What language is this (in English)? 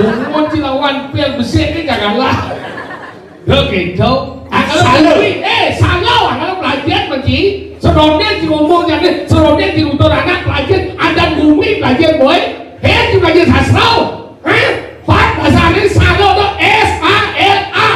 Balinese